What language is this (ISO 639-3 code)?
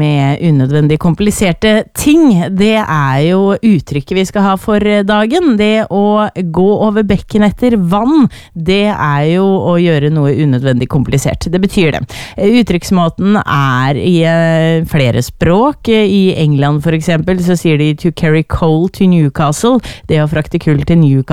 nor